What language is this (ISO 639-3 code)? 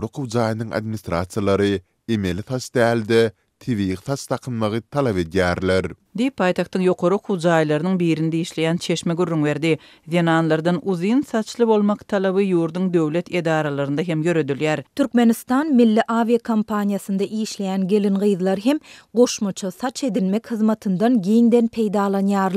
tuk